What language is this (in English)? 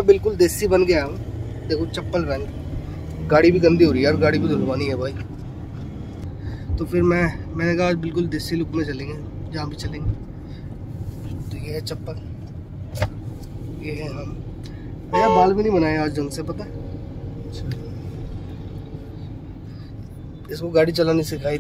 Hindi